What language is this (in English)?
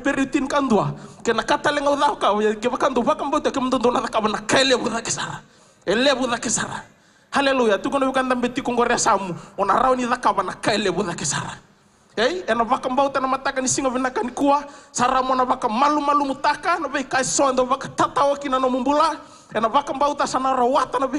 Fijian